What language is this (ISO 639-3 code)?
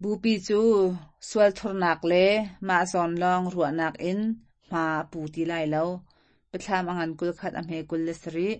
cnh